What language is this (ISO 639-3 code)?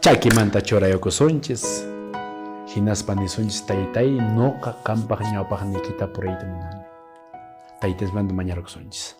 que